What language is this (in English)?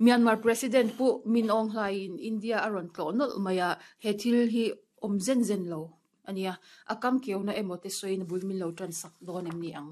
Mizo